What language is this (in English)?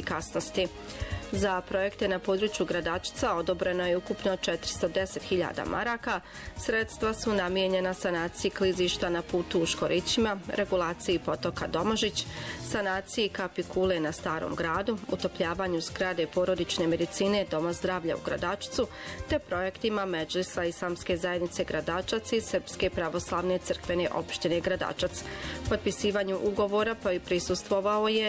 Bosnian